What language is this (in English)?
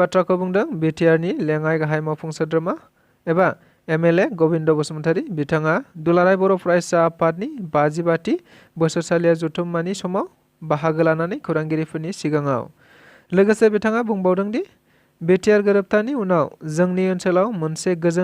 Bodo